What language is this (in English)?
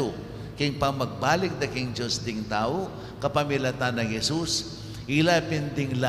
Pampanga